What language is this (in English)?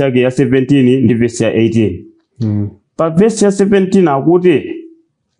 Nyanja